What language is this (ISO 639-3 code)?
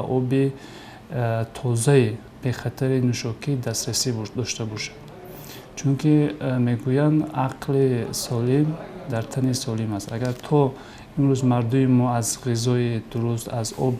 tgk